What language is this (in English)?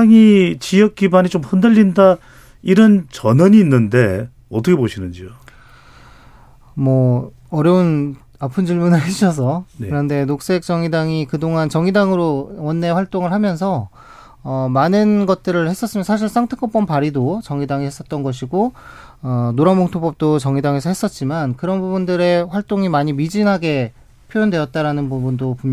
Korean